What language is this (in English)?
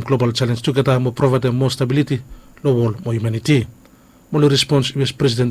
Bislama